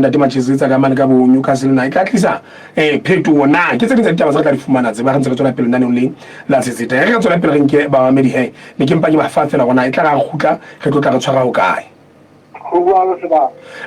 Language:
Southern Sotho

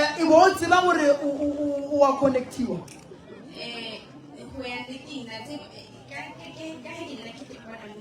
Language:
Northern Sotho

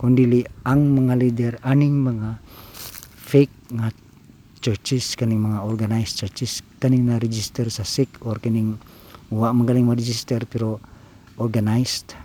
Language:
Cebuano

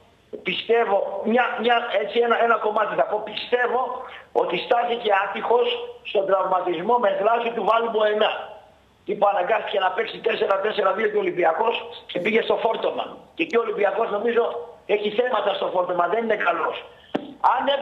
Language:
Greek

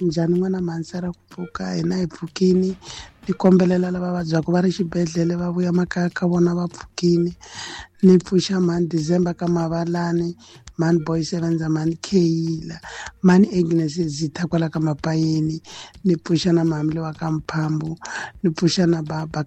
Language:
Tsonga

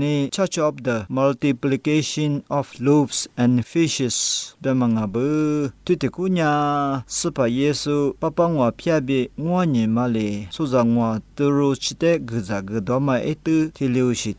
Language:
Lisu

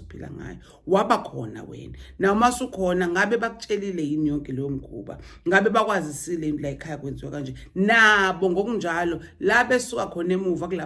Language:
Zulu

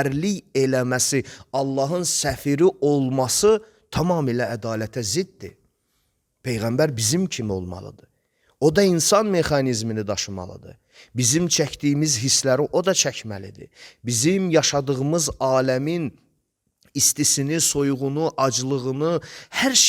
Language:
Azerbaijani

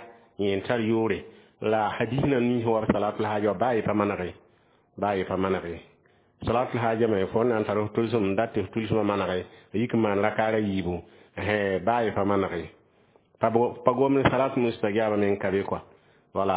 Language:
Mossi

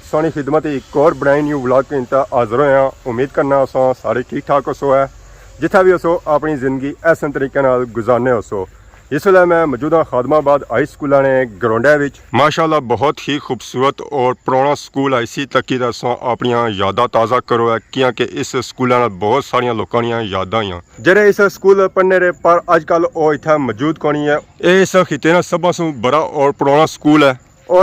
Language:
Pahari-Potwari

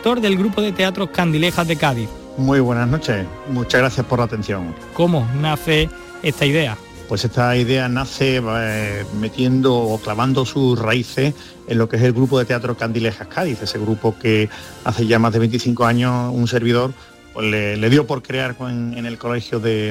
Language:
Spanish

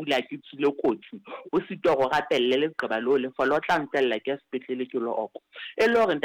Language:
Southern Sotho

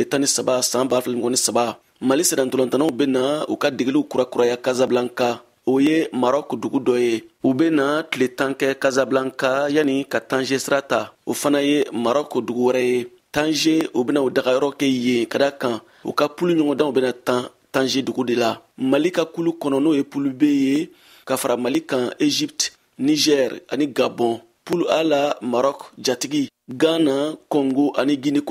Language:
Bambara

